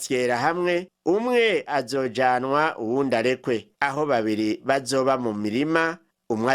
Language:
Rundi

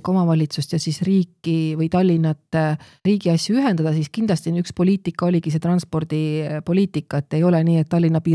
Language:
Estonian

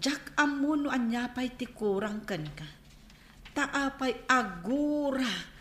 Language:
Iloko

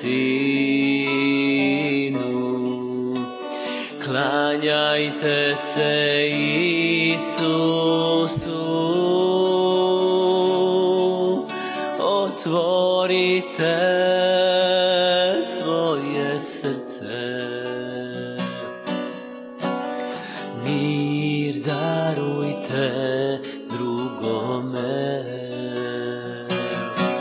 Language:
Croatian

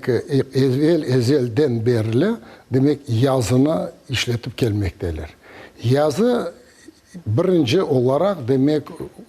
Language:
Crimean Tatar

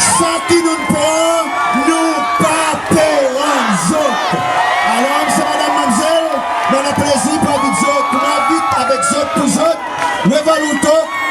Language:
Seselwa Creole French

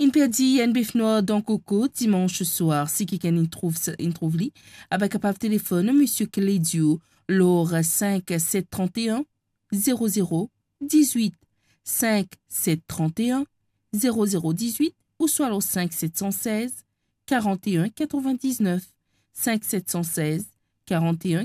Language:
Morisyen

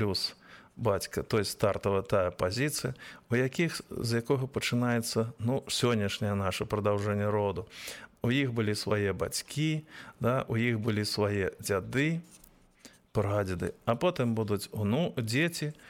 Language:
Belarusian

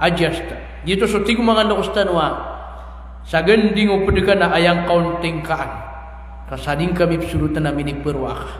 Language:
Maranao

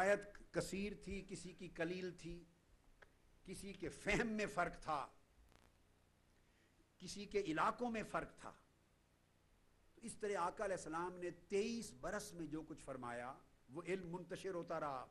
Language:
Urdu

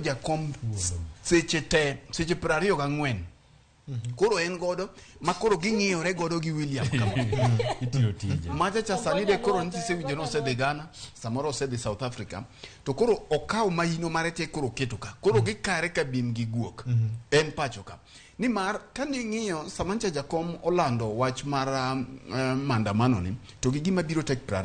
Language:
Luo (Kenya and Tanzania)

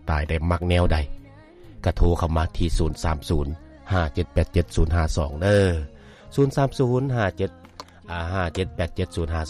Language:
Lao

